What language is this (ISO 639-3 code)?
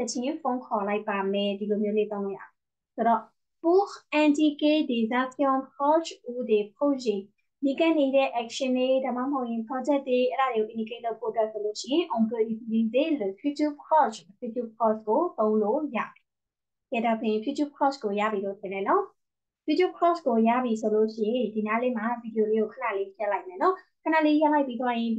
mya